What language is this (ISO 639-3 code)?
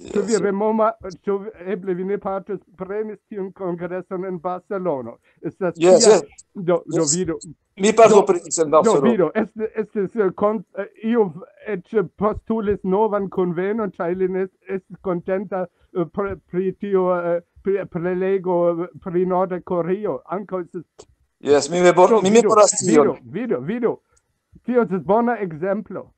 epo